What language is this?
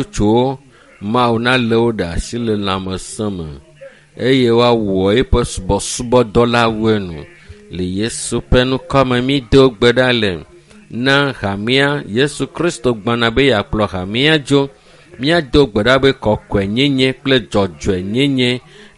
Ewe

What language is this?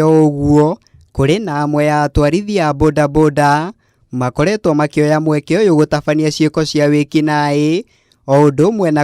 Kikuyu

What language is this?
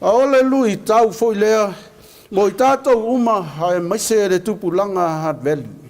Samoan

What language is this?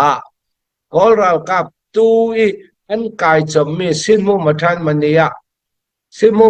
Falam Chin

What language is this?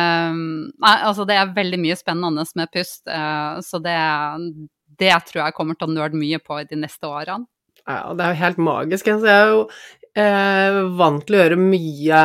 Norwegian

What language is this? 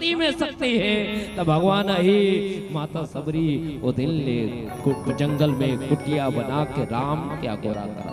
Chhattisgarhi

